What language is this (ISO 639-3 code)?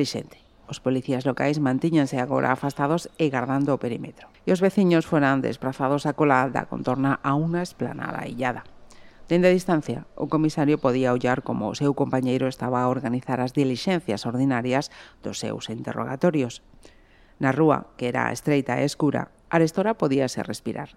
glg